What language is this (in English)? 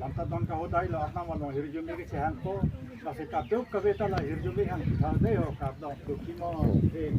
Karbi